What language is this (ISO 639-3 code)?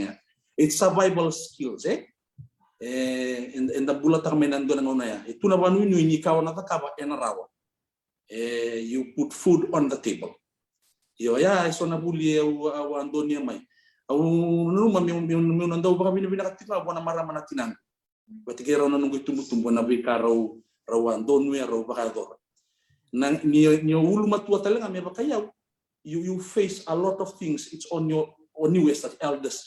fij